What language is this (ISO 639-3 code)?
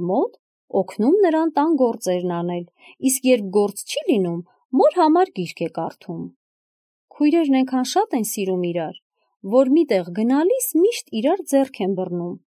hye